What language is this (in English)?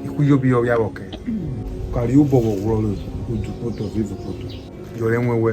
Urhobo